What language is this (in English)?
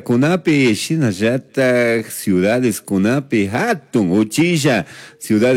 Chimborazo Highland Quichua